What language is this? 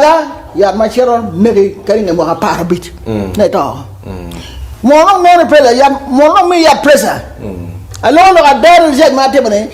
Acoli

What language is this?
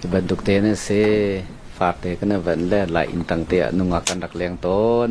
Hakha Chin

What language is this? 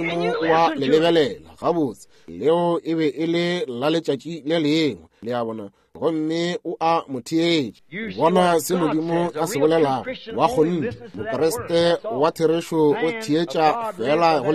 Northern Sotho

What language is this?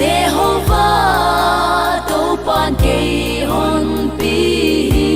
Paite Chin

